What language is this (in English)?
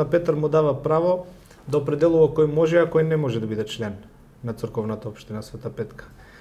Macedonian